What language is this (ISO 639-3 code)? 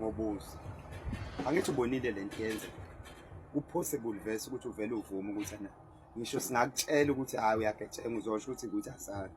zul